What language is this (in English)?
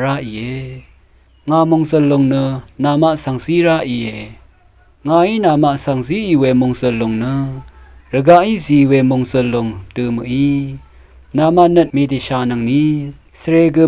Rawang